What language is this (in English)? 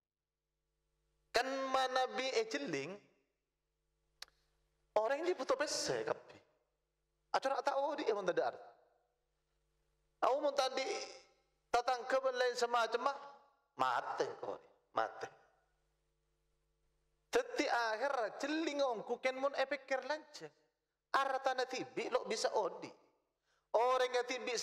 Madurese